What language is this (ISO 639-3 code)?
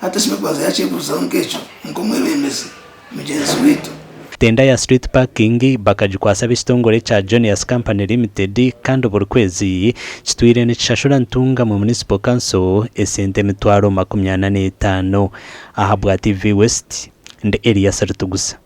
nyn